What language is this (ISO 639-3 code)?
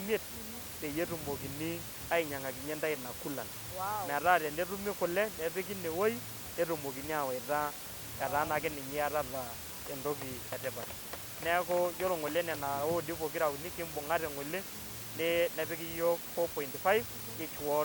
mas